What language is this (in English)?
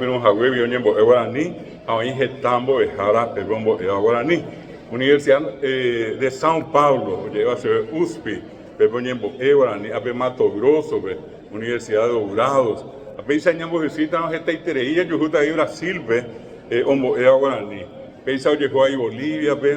Guarani